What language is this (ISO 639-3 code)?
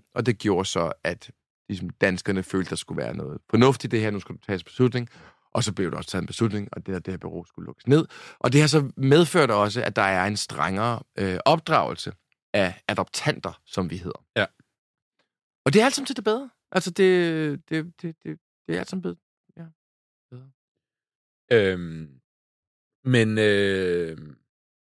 dan